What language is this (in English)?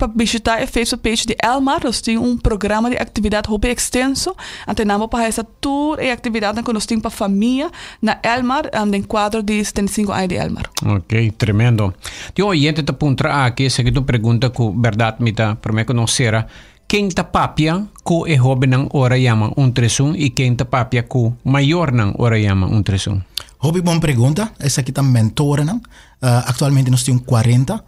Papiamento